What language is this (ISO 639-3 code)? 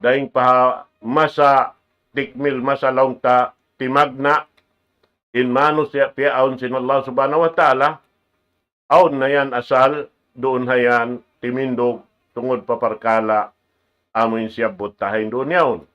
tsg